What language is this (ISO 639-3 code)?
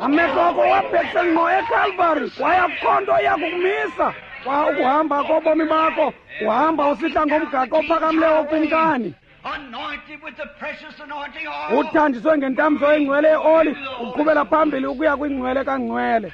xho